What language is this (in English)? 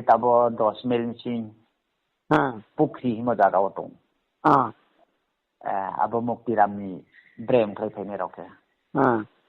Riang (India)